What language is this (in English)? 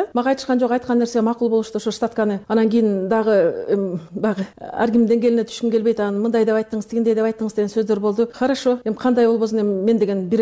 Kyrgyz